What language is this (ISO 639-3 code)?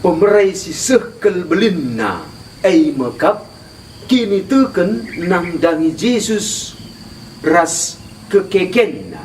btx